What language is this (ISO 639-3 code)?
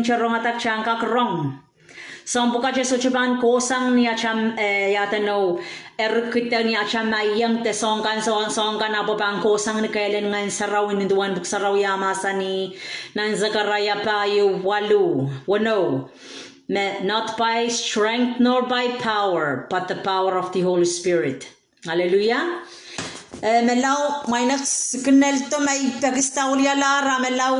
pon